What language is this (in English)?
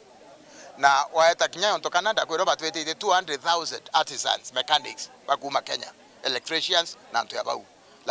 Meru